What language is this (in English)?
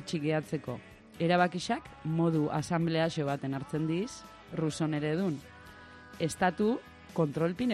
Basque